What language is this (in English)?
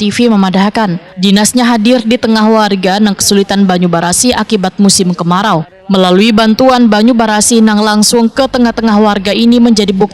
Banjar